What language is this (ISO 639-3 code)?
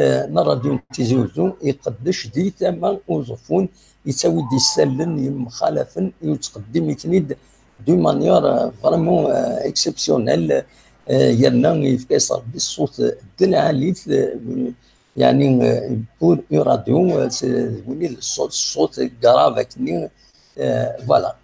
kab